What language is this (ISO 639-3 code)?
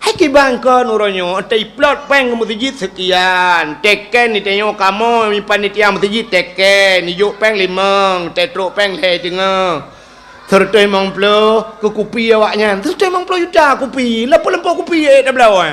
ace